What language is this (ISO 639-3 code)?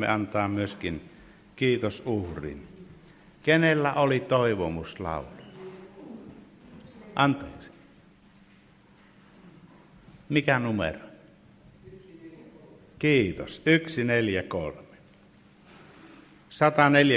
fin